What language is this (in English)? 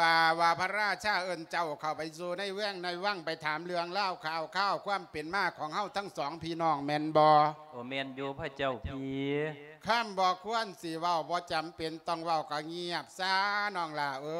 Lao